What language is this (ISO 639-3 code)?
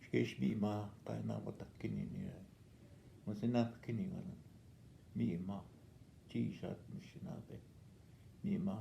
ojb